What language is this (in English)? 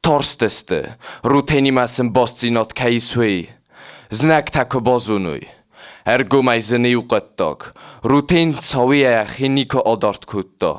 Ossetic